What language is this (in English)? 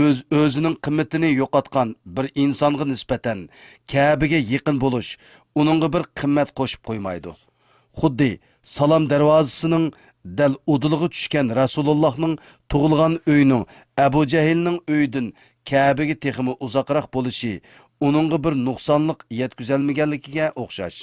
Uyghur